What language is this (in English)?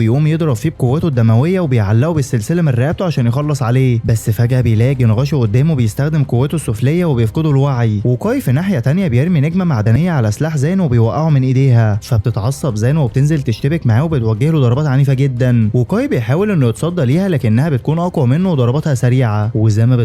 Egyptian Arabic